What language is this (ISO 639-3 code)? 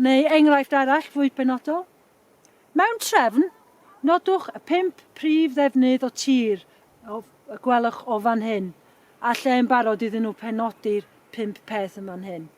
cym